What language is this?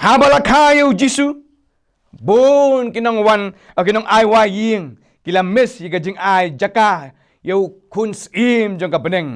Khasi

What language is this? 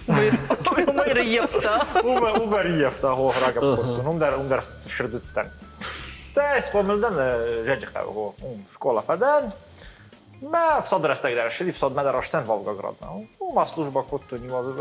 Ossetic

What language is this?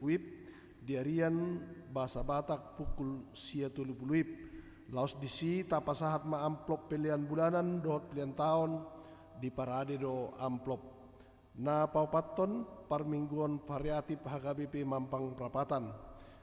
Batak Toba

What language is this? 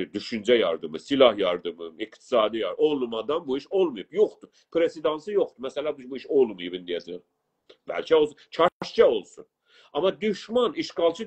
South Azerbaijani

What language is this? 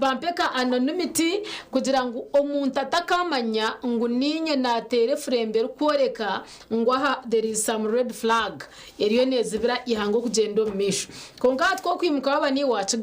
Nyankole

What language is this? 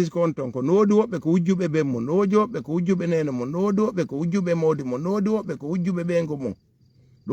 Fula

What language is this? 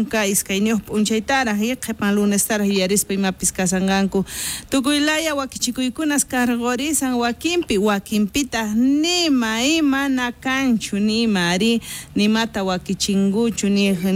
South Bolivian Quechua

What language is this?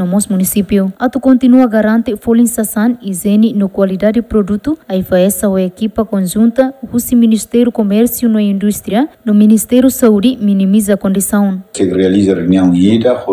Tetum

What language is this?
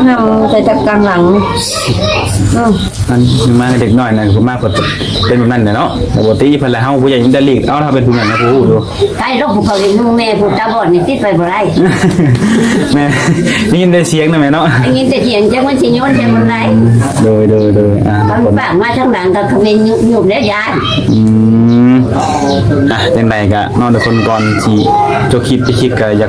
Lao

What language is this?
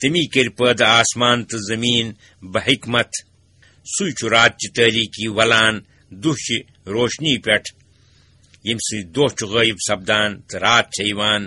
Kashmiri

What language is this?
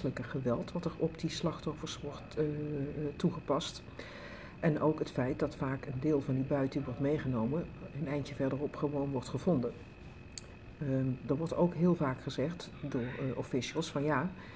Dutch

